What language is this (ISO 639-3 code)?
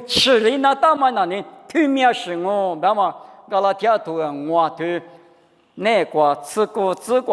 lis